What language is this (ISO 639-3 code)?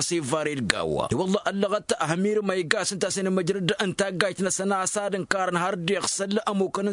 taq